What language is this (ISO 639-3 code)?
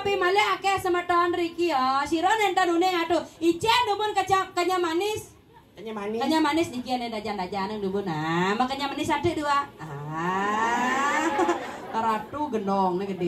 ban